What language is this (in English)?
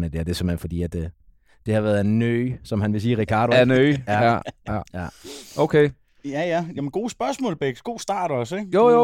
Danish